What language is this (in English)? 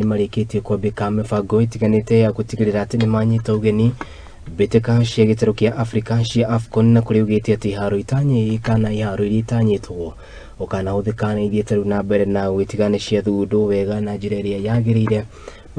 Kikuyu